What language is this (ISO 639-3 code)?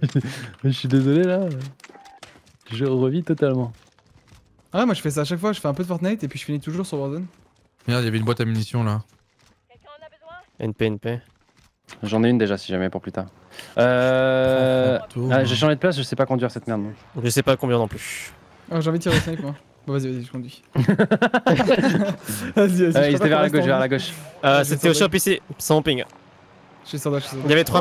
fra